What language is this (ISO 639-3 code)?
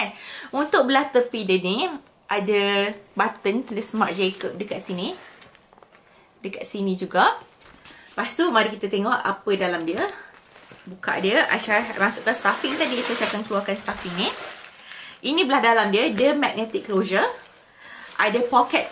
msa